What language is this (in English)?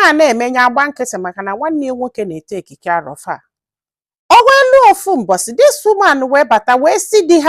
Igbo